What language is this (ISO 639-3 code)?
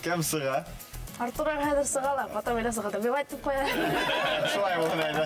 bak